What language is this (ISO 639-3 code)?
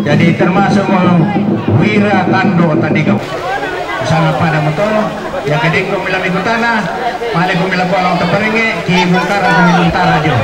sda